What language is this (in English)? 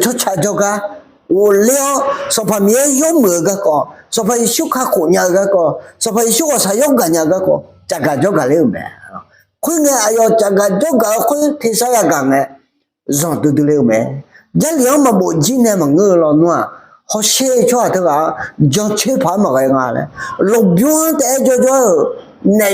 Akha